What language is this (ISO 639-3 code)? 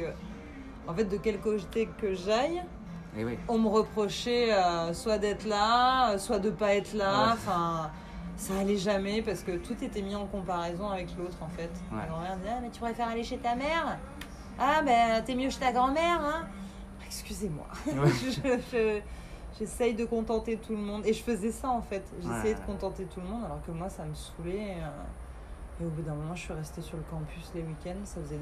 fra